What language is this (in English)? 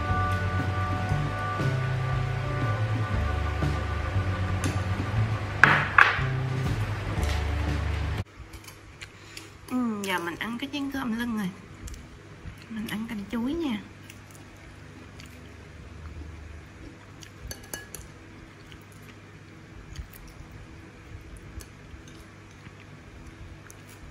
Vietnamese